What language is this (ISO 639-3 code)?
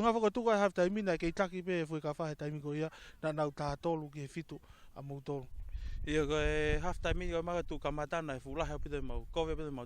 ton